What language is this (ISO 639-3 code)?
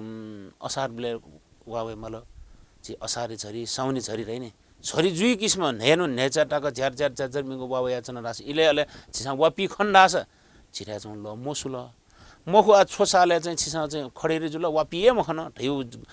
new